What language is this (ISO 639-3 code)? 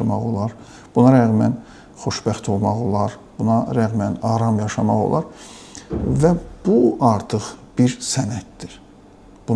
aze